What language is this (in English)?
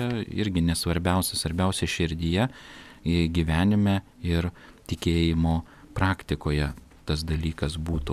Lithuanian